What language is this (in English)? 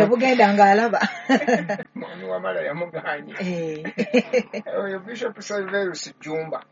Ganda